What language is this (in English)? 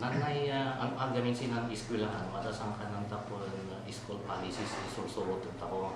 Kankanaey